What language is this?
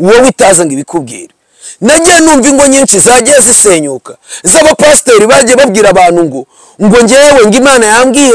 Kinyarwanda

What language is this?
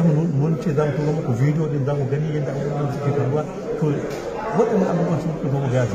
Hausa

